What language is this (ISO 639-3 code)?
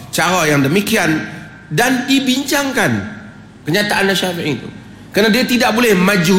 msa